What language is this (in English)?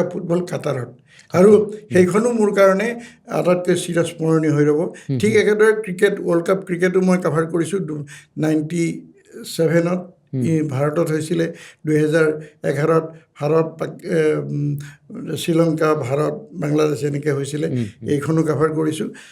Assamese